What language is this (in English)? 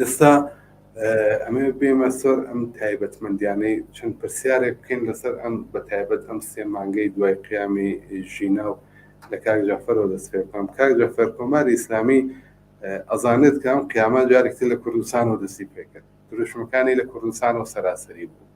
Central Kurdish